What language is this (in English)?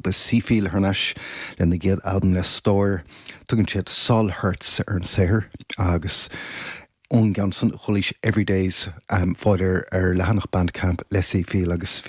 Irish